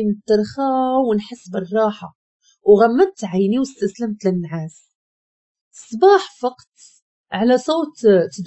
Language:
Moroccan Arabic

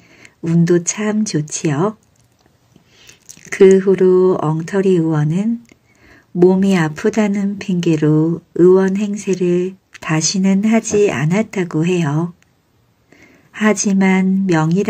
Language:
Korean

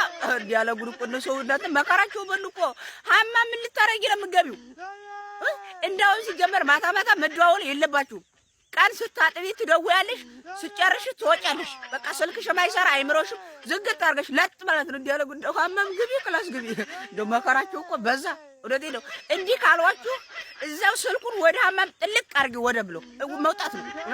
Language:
Amharic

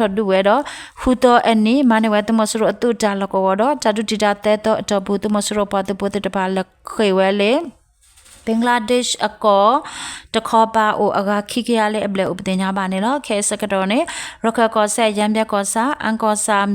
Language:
S'gaw Karen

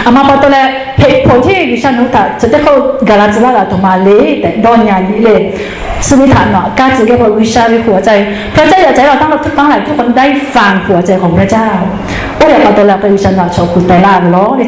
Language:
Lahu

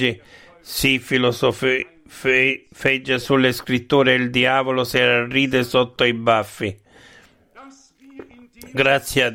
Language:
Italian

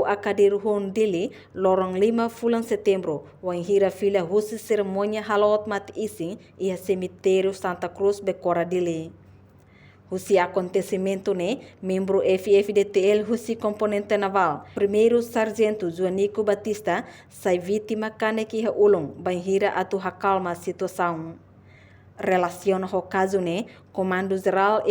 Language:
Tetum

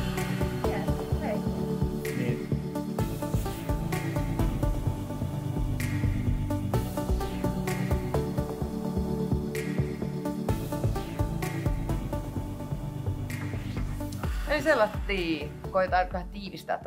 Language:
Finnish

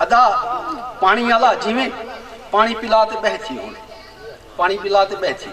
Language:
Saraiki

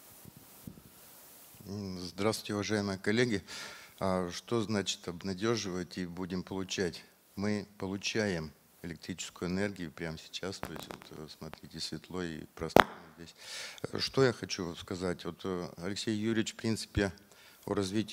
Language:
Russian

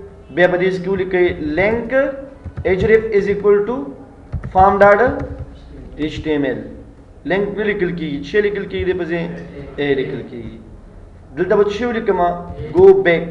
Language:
Pashto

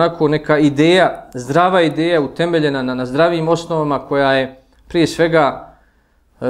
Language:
Bosnian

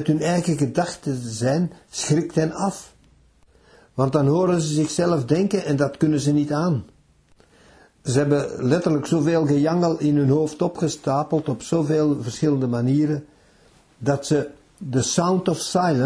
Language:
Dutch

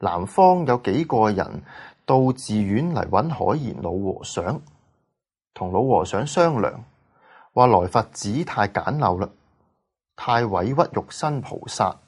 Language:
Cantonese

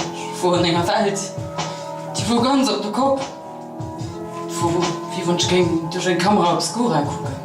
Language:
Luxembourgish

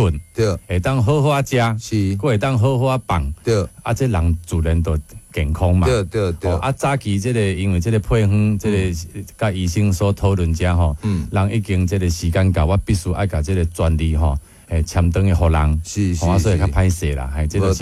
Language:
Min Nan Chinese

